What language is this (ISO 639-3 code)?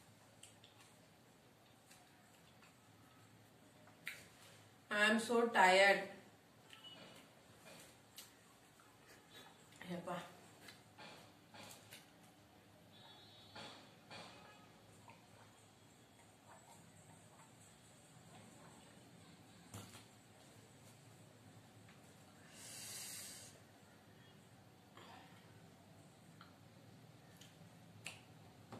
tam